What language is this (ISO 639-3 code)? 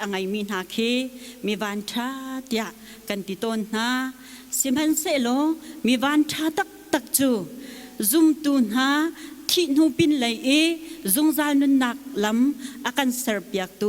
cnh